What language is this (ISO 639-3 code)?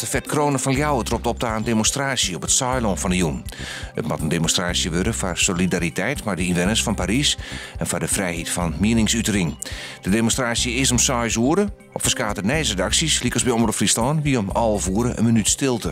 fry